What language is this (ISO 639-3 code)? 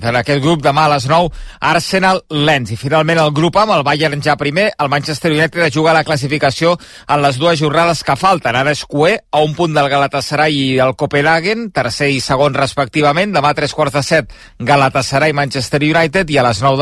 cat